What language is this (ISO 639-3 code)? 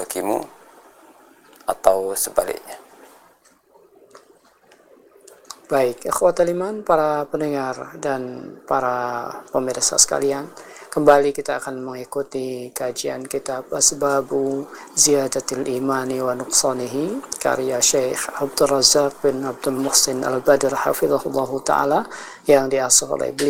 ind